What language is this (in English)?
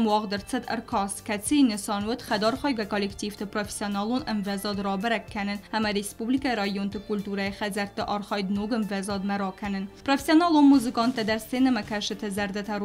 Ossetic